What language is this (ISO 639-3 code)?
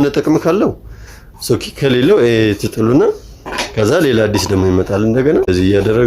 amh